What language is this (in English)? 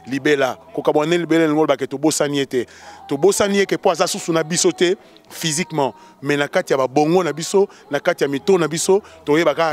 Lingala